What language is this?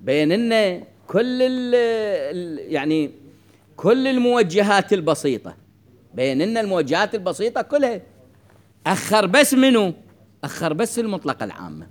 Mesopotamian Arabic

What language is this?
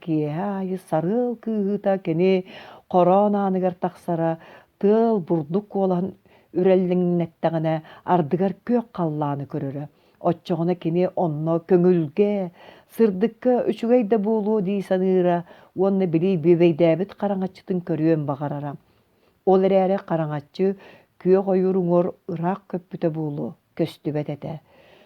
Yakut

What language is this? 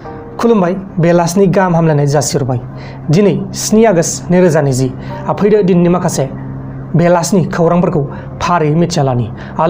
Bodo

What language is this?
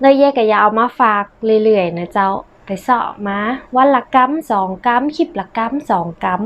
Northern Thai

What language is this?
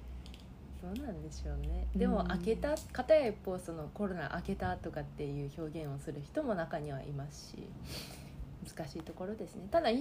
Japanese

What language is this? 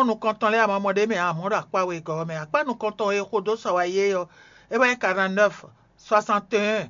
Fon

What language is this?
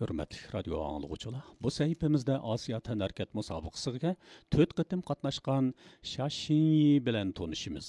Uyghur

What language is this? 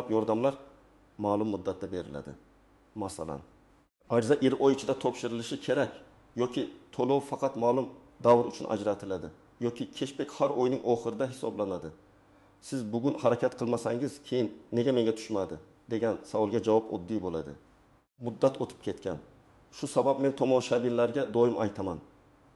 Uzbek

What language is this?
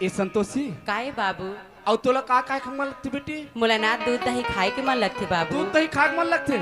Chhattisgarhi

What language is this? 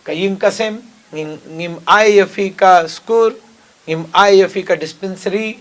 Khasi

